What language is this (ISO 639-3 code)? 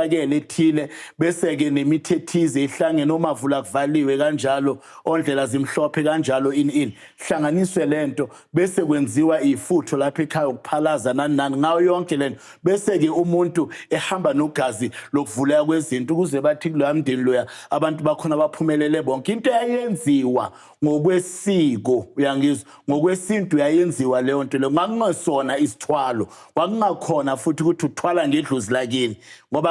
zul